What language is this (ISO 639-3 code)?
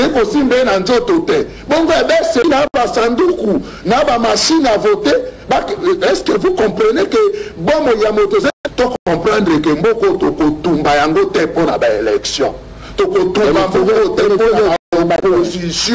lin